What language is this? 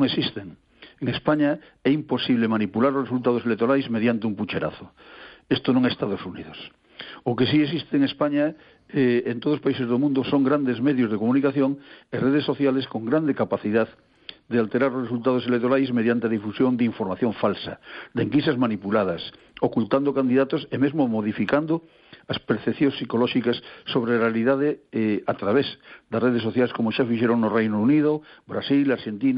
Galician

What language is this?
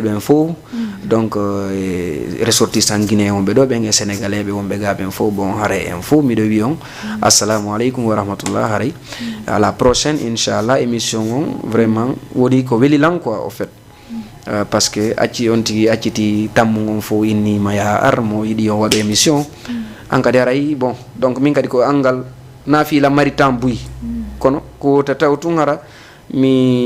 Fula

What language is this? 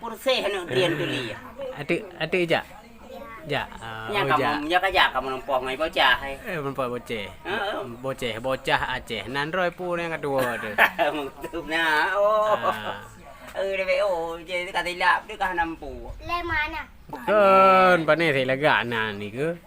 Achinese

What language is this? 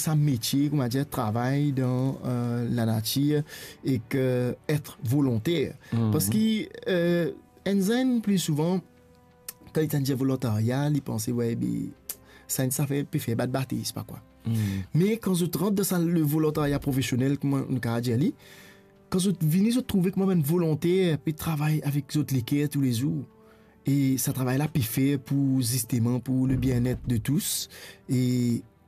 Morisyen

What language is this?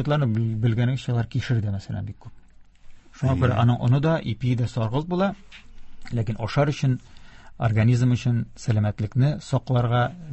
Tatar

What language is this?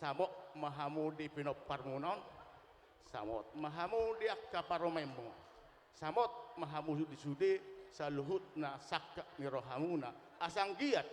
Batak Toba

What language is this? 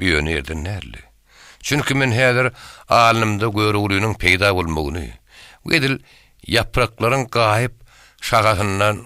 Turkmen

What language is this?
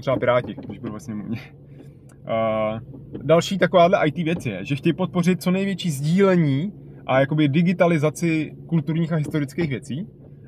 Czech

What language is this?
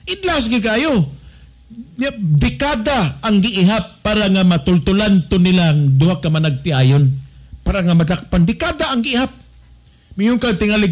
Cebuano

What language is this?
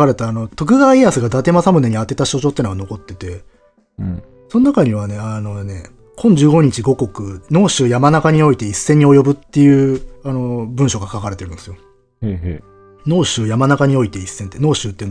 Japanese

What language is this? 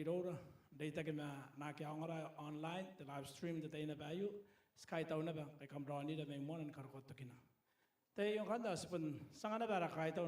Gilbertese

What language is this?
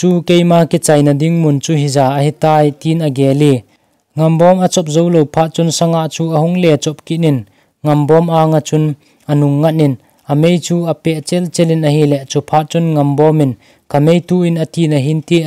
Thado Chin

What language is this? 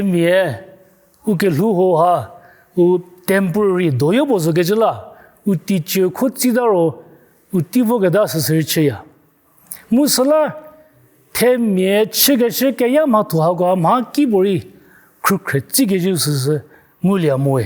Angami Naga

